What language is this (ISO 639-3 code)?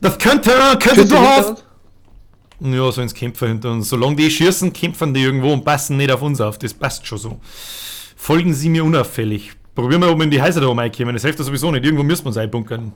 bar